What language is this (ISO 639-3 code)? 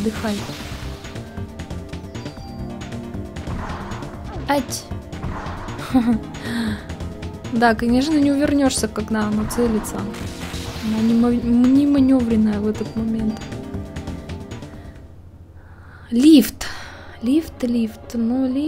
rus